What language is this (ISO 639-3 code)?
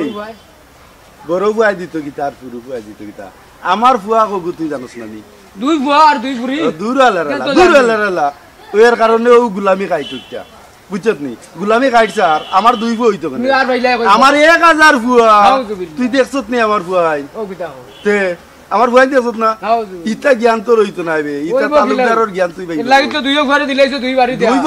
syl